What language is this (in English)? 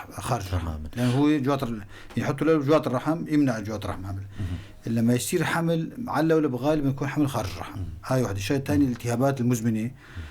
North Levantine Arabic